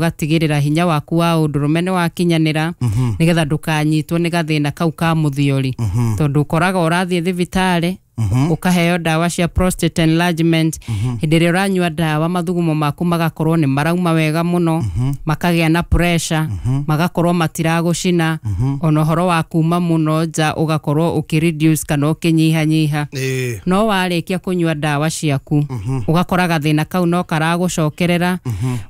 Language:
Kikuyu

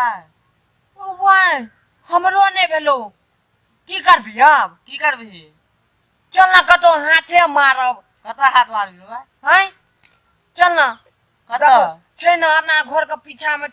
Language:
Maithili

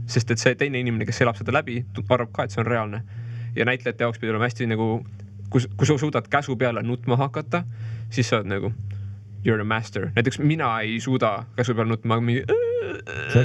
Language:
Estonian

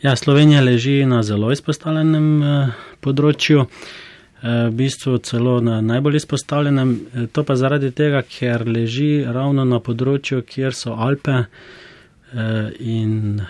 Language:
Slovenian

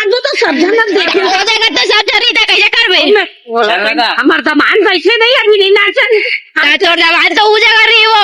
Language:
Chhattisgarhi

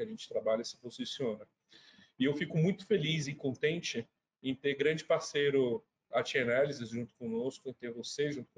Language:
Portuguese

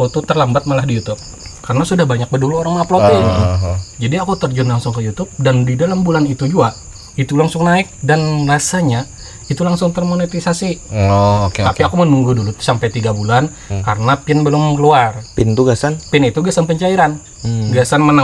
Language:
Banjar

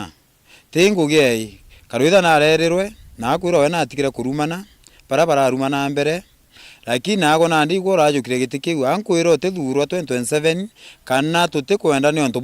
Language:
Meru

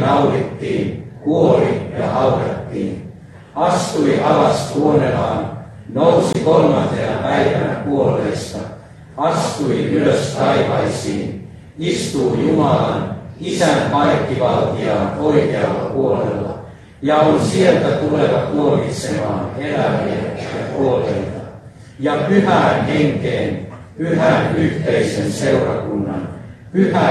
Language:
Finnish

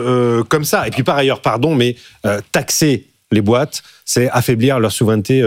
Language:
French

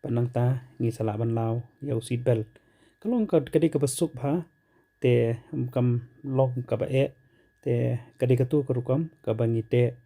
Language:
Khasi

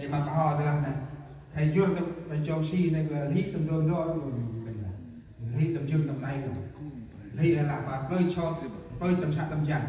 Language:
Central Mnong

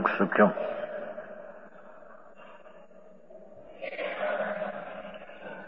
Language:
Gujarati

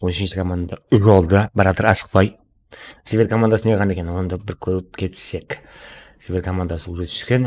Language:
Kara-Kalpak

